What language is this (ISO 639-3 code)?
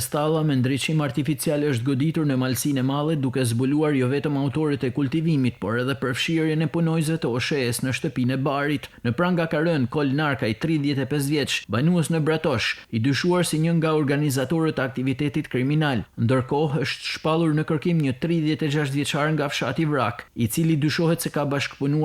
sqi